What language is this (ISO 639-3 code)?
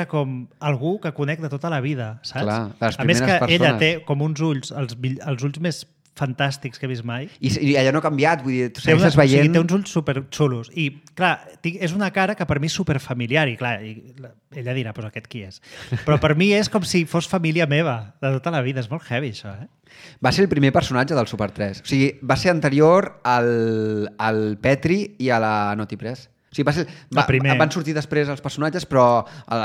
cat